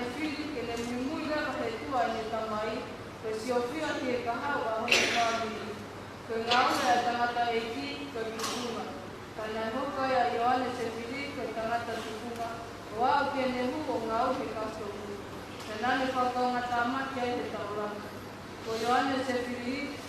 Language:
Tongan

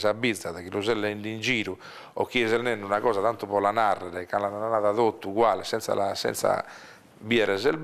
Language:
Sardinian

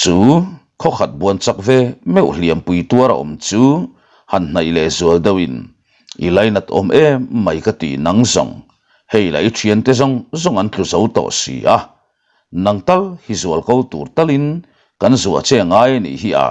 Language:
Mizo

